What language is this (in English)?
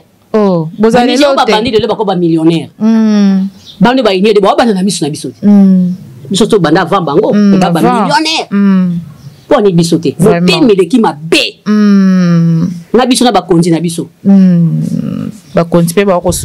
Lingala